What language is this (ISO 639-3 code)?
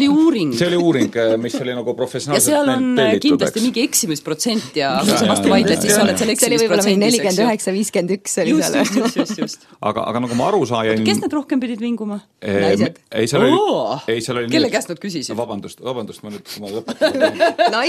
est